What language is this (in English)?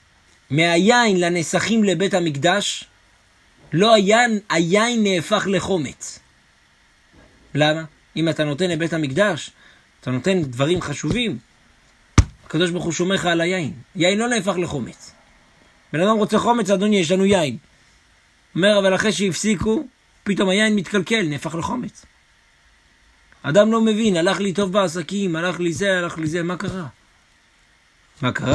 Hebrew